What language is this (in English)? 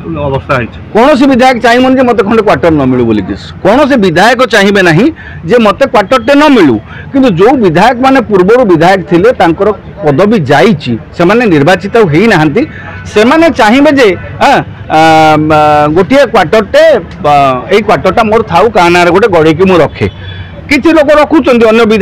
Odia